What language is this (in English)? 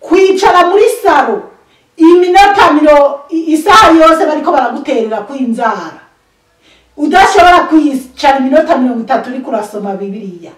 Rundi